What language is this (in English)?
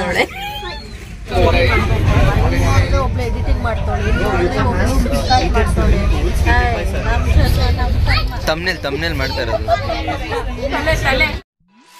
Kannada